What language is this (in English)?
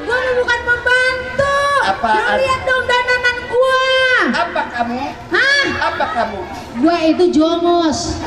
Betawi